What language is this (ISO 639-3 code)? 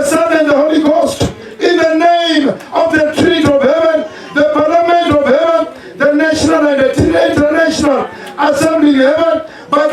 ven